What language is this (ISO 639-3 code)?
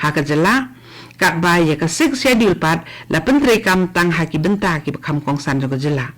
kha